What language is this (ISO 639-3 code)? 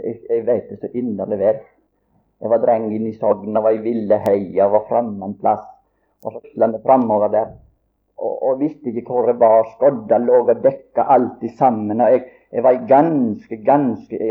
nor